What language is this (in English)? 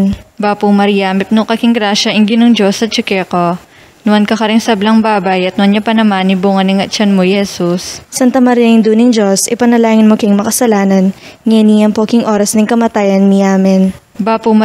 Pampanga